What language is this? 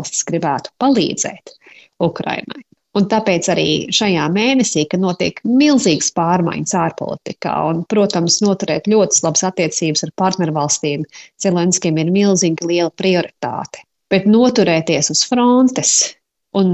Latvian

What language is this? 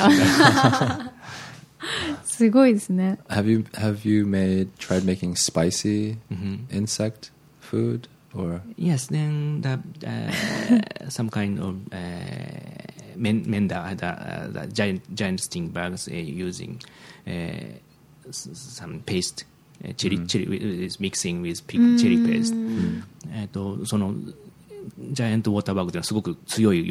Japanese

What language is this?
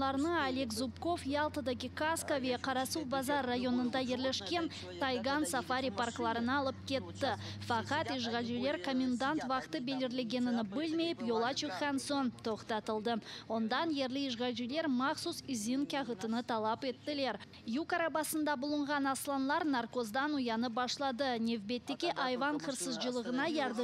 Crimean Tatar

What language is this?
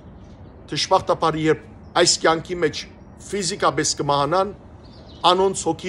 Western Armenian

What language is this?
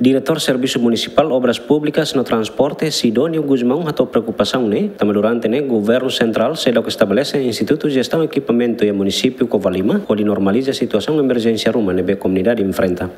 Tetum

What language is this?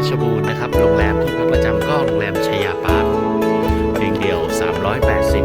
Lao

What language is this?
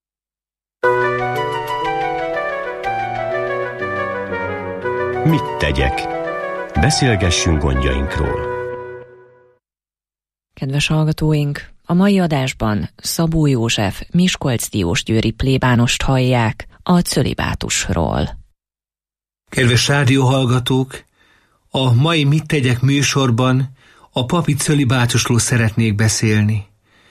Hungarian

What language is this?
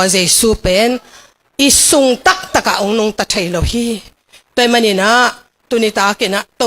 Tedim Chin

